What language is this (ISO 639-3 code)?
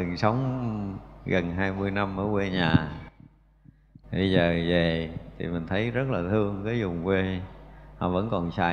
vie